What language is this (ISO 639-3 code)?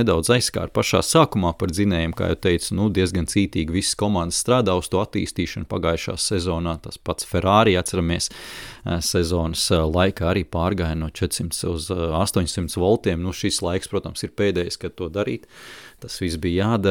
lav